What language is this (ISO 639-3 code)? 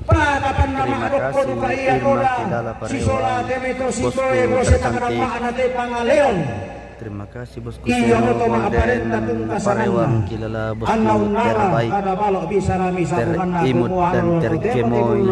sda